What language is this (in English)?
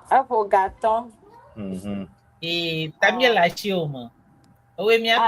Ewe